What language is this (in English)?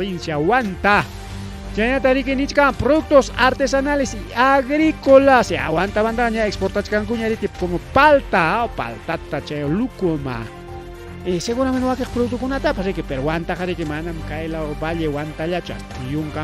Ayacucho Quechua